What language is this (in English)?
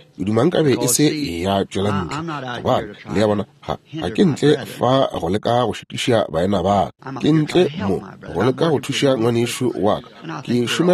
Northern Sotho